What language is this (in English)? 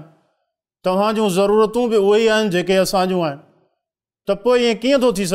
Sindhi